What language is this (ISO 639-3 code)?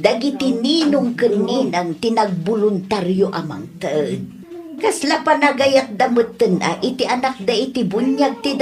ilo